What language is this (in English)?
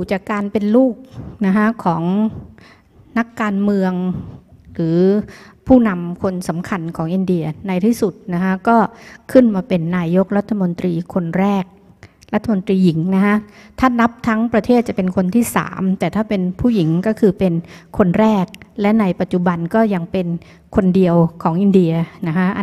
Thai